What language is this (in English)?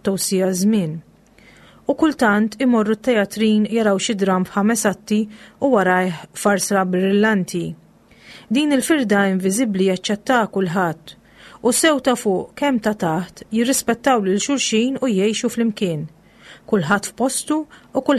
Maltese